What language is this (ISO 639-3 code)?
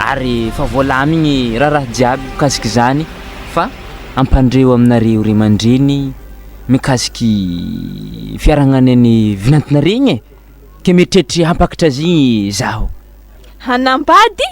mlg